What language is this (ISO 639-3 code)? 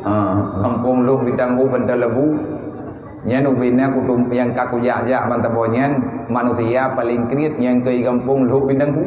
ace